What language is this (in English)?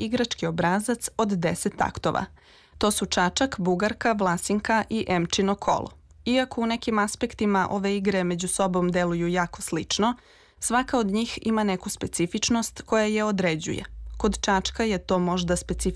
Serbian